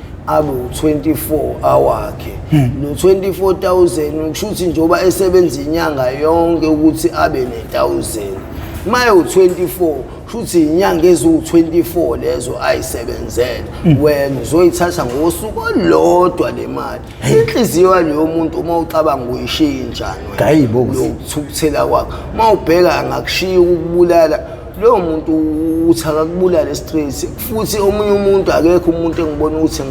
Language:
Zulu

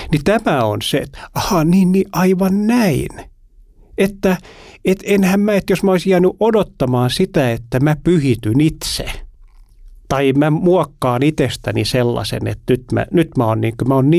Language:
Finnish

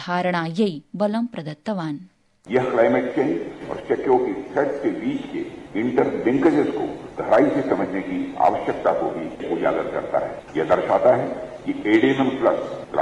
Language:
Sanskrit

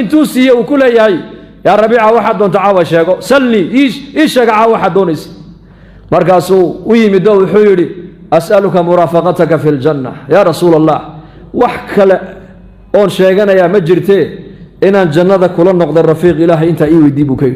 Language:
Somali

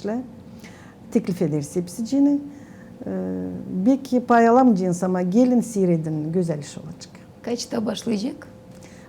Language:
Gagauz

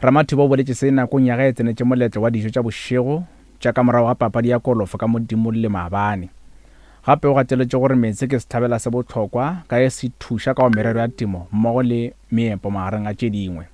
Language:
Northern Sotho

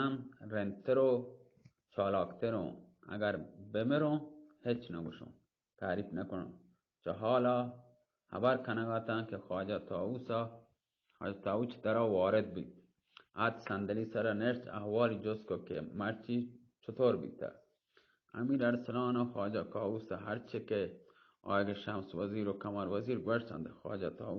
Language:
Baluchi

